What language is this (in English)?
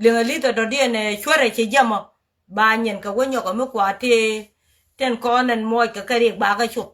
Nuer